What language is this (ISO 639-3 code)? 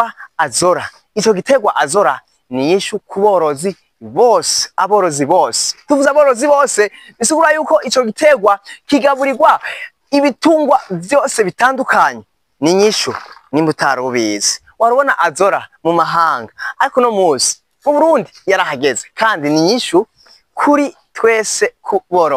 run